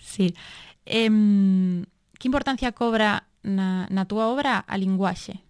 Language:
Galician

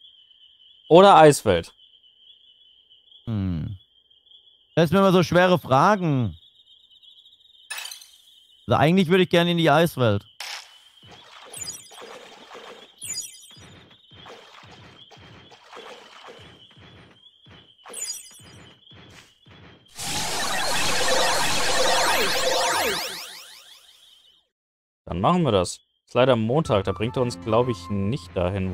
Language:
German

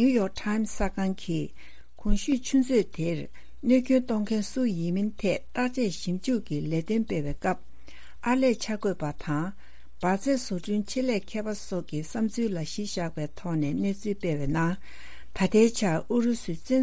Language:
Tibetan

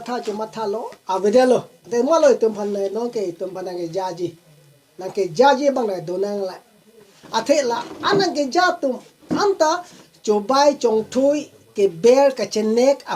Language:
Karbi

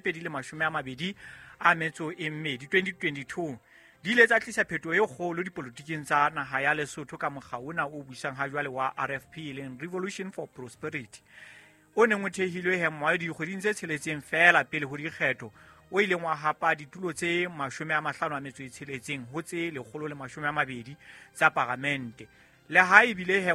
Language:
Southern Sotho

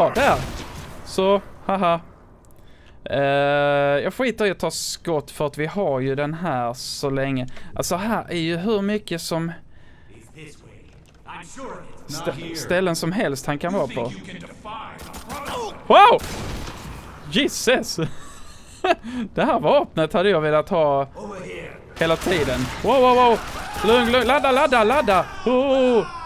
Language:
Swedish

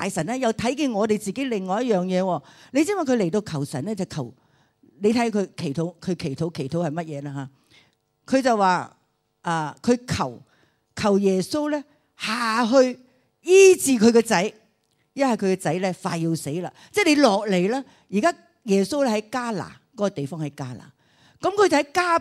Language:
Cantonese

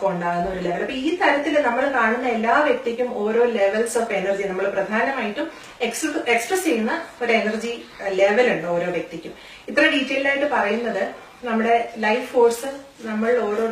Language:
Malayalam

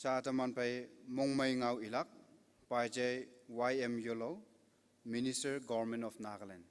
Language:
Konyak Naga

